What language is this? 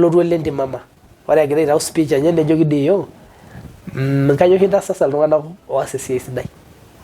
Masai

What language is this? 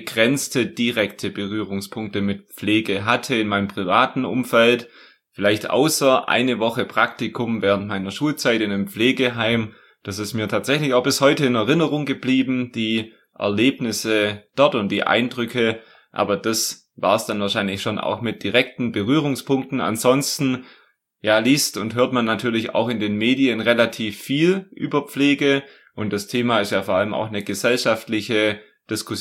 German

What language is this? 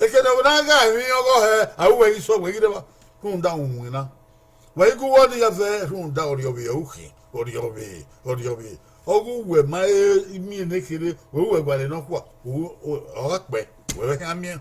Bini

